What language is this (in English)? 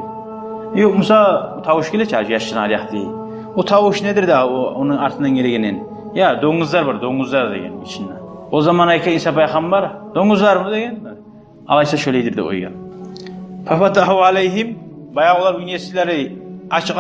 Kumyk